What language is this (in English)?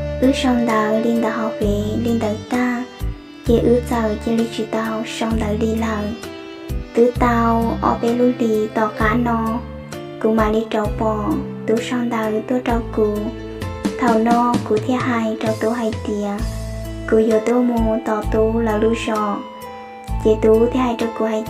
Hmong